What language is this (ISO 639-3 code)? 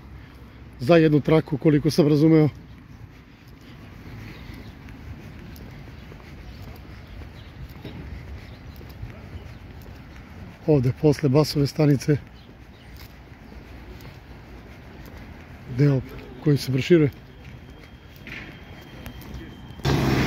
srp